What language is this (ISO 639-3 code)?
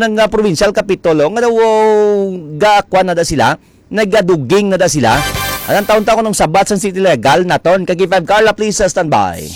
hil